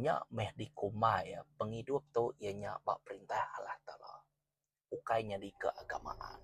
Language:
Iban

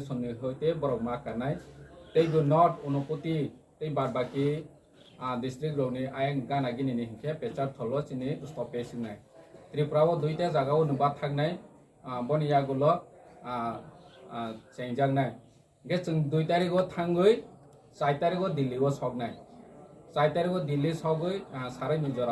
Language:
Kok Borok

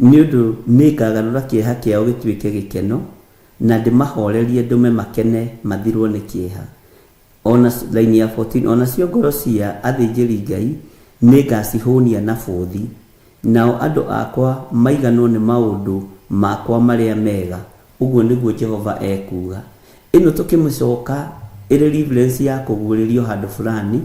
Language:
Kikuyu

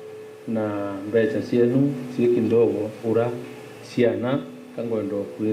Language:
Meru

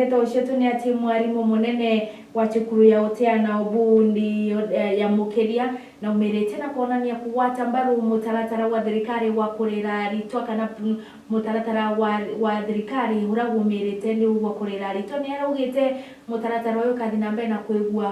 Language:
Meru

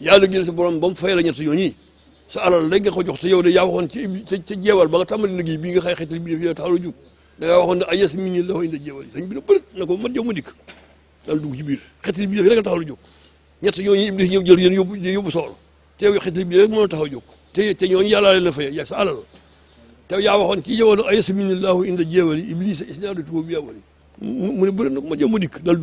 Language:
Wolof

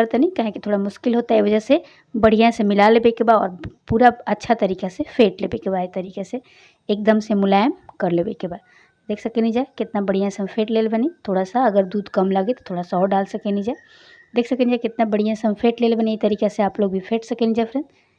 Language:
Bhojpuri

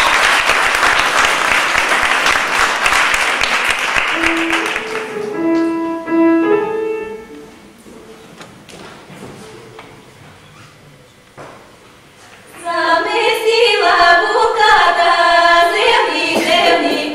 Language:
Bulgarian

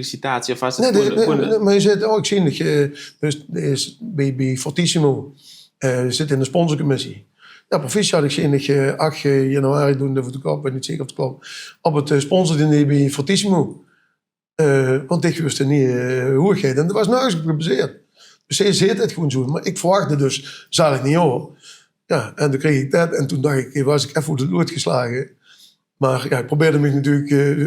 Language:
Limburgish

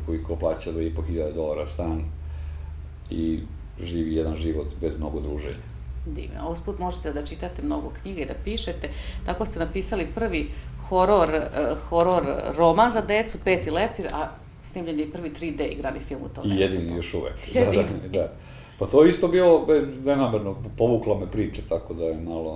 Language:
Serbian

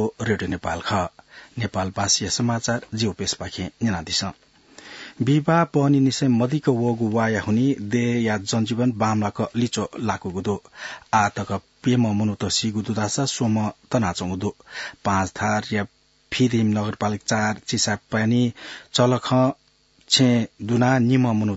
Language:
Newari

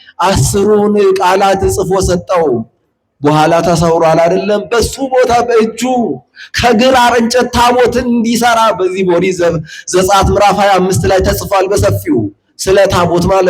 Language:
Amharic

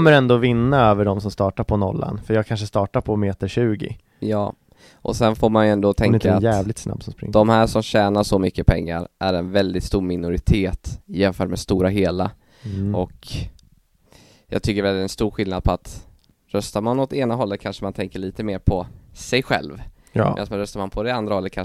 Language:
Swedish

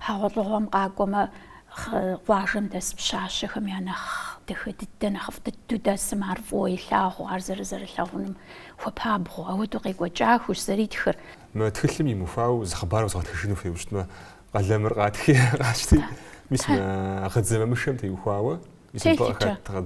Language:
Kabardian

